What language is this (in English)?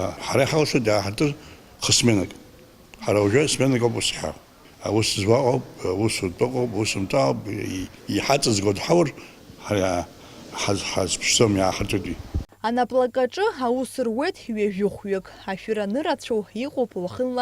Abkhazian